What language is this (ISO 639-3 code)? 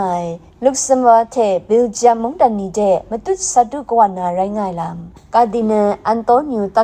kac